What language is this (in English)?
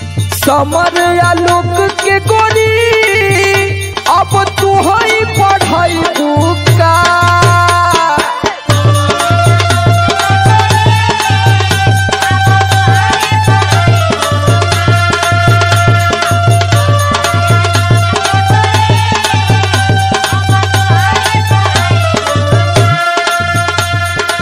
Bhojpuri